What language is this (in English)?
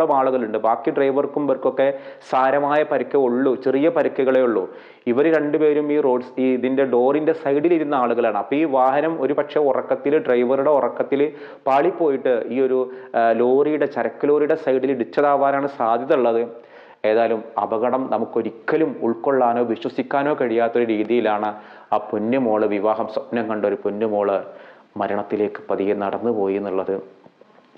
Malayalam